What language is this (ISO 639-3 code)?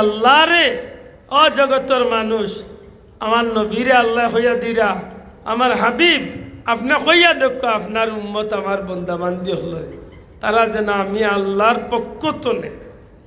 syl